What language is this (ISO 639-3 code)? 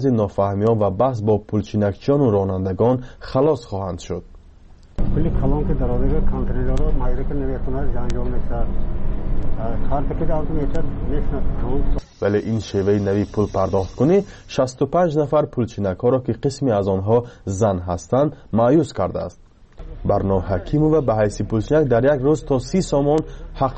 fas